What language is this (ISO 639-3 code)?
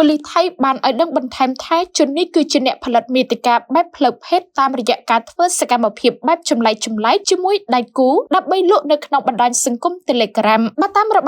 khm